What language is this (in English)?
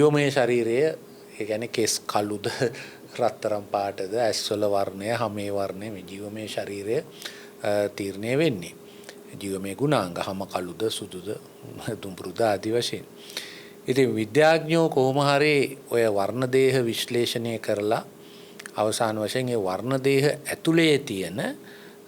Sinhala